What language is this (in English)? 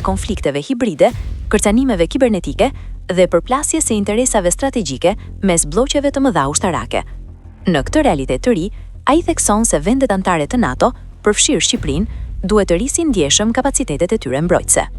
Albanian